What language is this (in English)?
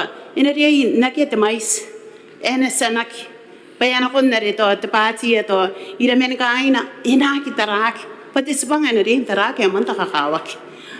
Gilbertese